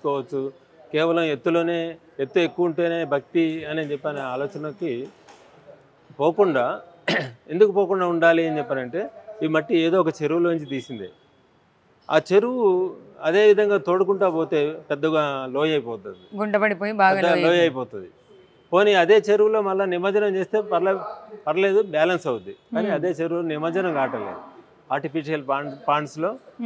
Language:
Telugu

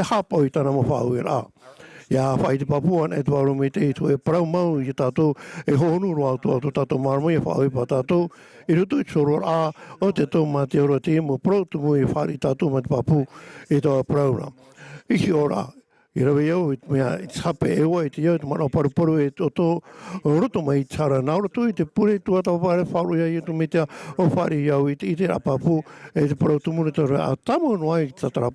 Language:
Tahitian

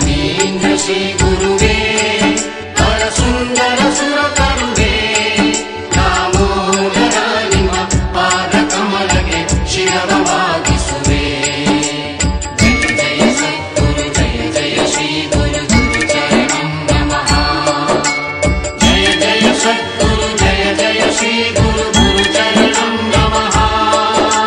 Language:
Kannada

